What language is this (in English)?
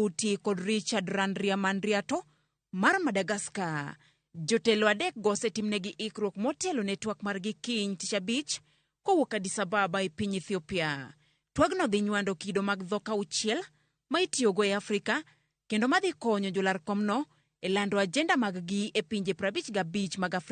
Luo (Kenya and Tanzania)